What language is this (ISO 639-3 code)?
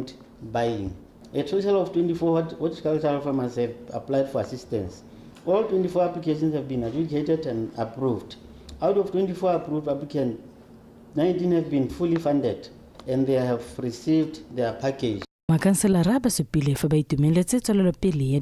tsn